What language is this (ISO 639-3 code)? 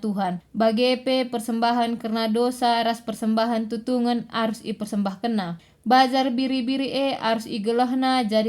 btx